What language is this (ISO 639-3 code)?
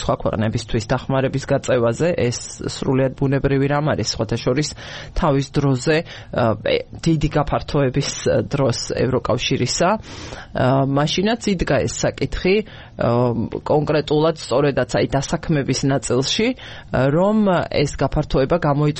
kat